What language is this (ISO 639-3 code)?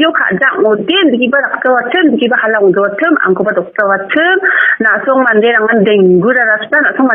grt